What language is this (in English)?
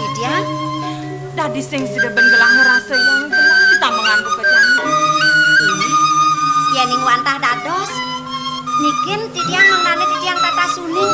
Balinese